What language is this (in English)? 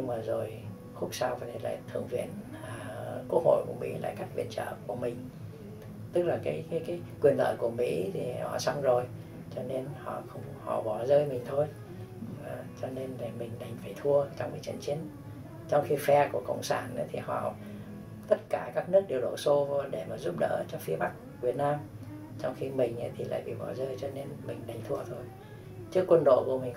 Vietnamese